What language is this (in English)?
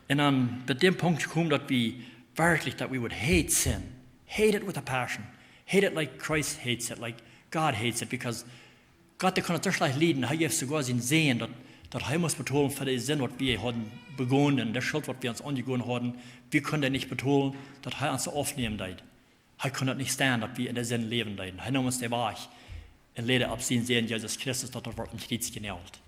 Plautdietsch